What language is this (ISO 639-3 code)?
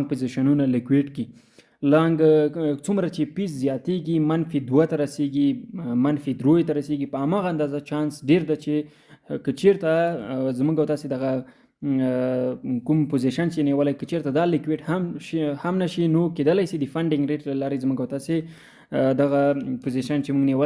pus